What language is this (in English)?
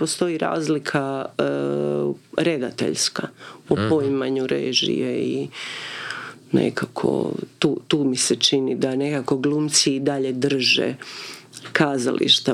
Croatian